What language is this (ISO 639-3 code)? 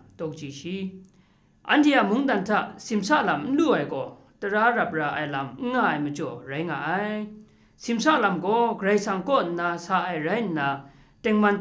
kac